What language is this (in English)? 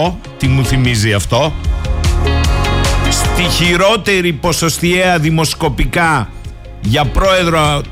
Greek